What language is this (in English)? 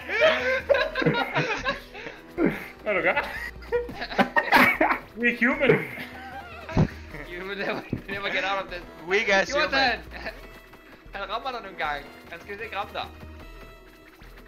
Danish